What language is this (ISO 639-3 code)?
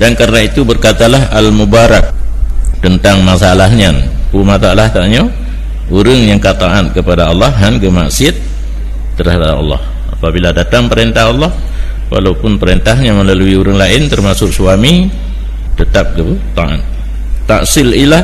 ace